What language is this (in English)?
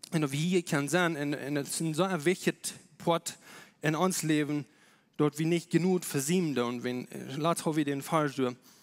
Plautdietsch